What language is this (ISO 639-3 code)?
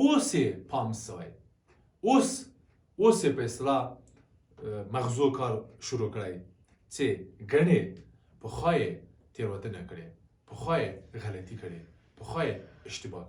pus